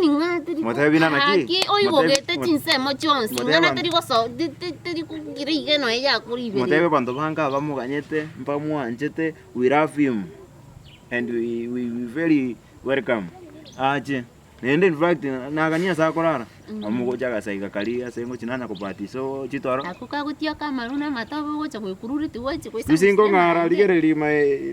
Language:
Gusii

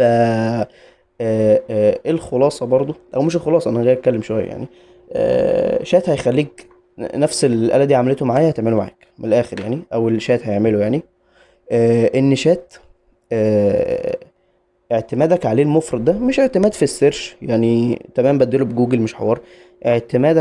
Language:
Egyptian Arabic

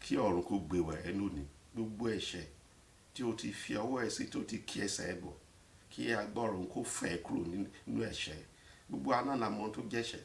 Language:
Yoruba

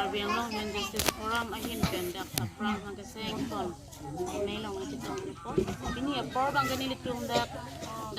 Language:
Karbi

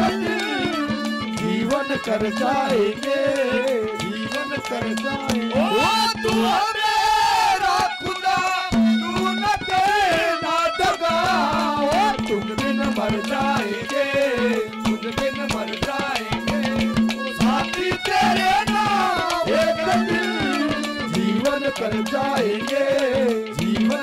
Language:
Hindi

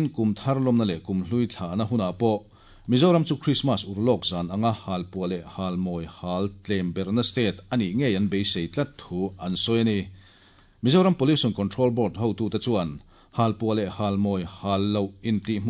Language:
Mizo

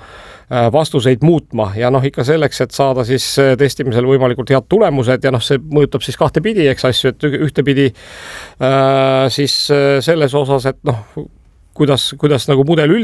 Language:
Estonian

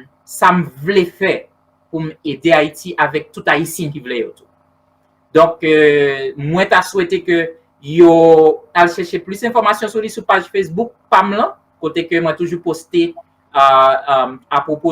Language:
Haitian Creole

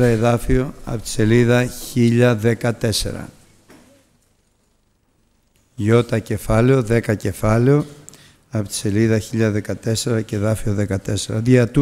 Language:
Greek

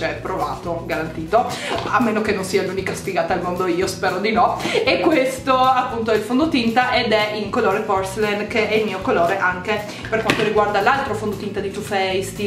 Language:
Italian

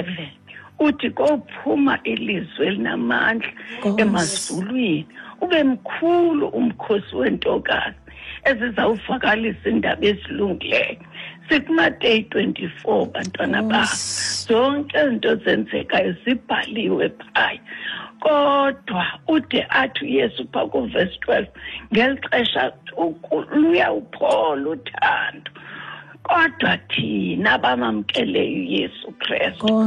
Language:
Xhosa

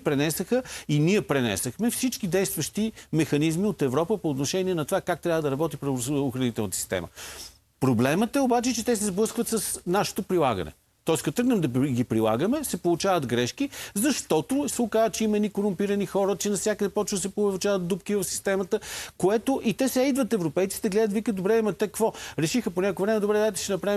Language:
Bulgarian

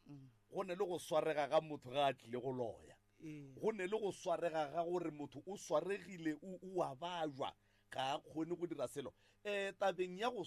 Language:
Northern Sotho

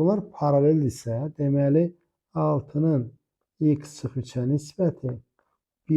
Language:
Azerbaijani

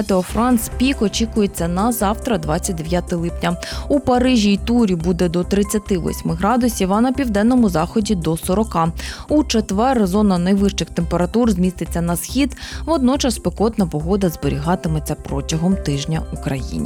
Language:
Ukrainian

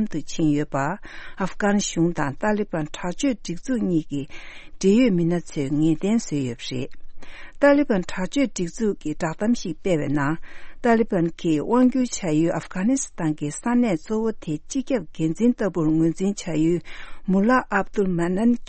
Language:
Tibetan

